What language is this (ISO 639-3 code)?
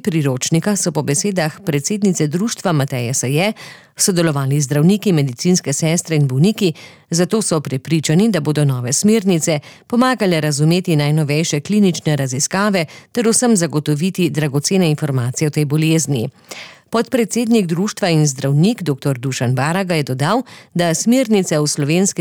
slv